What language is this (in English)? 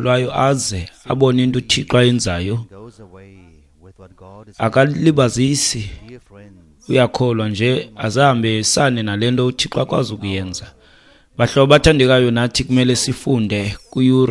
Xhosa